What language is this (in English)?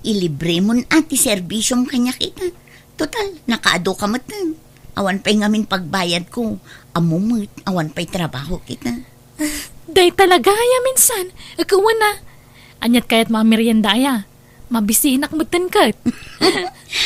Iloko